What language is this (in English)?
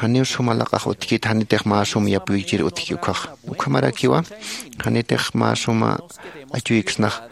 Aymara